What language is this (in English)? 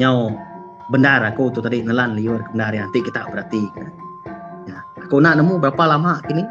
Iban